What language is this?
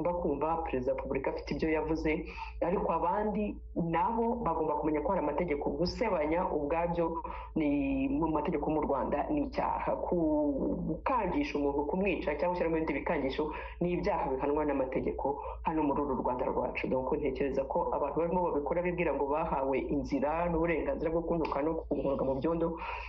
Kinyarwanda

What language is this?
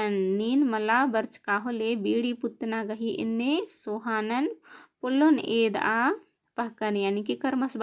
Kurukh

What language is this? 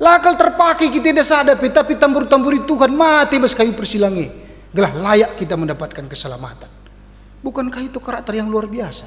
Batak Karo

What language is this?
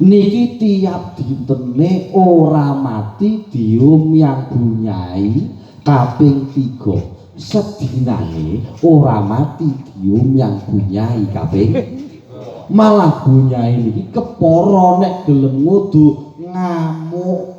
Javanese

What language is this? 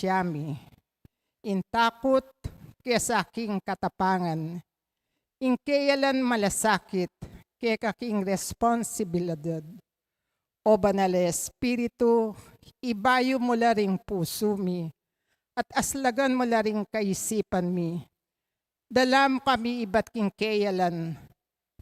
Pampanga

